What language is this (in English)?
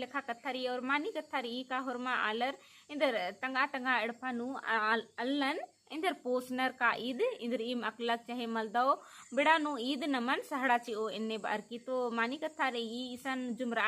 Kurukh